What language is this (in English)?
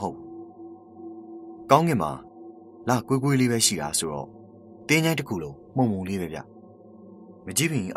Burmese